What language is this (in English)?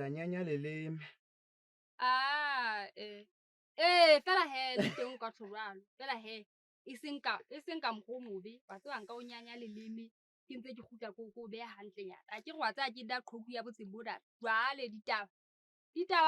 Southern Sotho